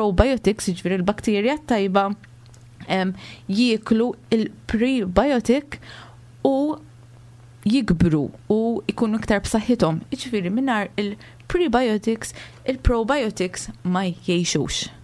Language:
Maltese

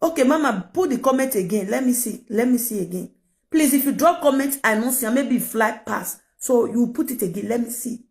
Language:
Nigerian Pidgin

